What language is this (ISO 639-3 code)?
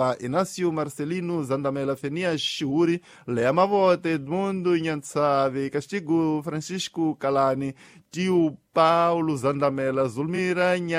tso